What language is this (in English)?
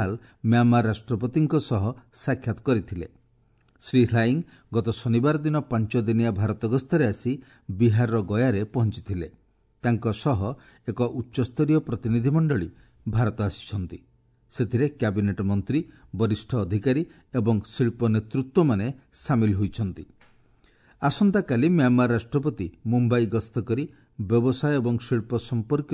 Odia